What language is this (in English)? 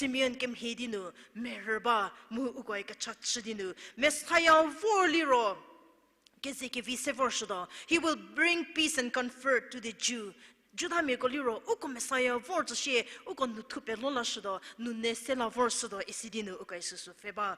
Angami Naga